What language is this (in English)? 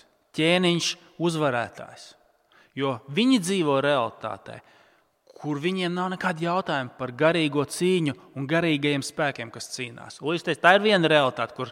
Latvian